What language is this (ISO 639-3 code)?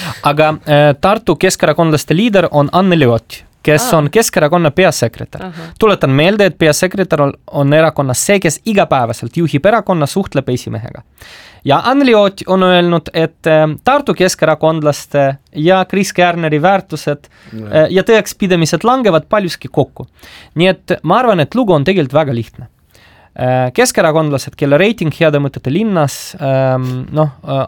est